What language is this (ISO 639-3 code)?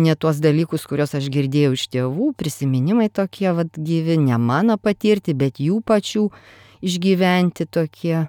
lit